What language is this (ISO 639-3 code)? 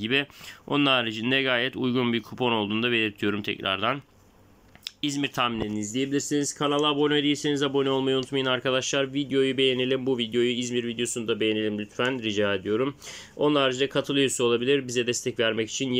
tur